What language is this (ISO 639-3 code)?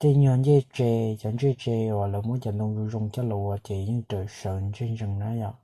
hmn